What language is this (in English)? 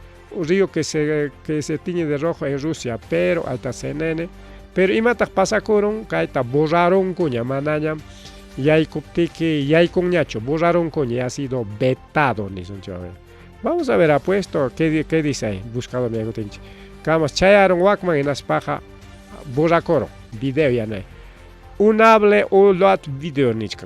Ayacucho Quechua